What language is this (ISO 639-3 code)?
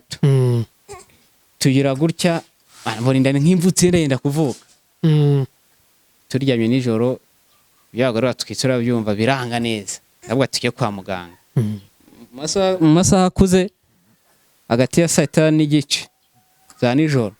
kin